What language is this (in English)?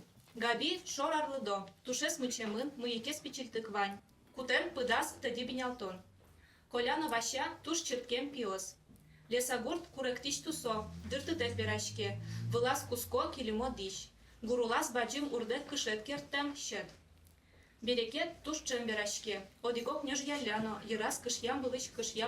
Udmurt